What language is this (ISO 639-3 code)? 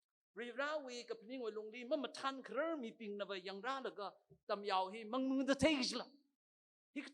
nmf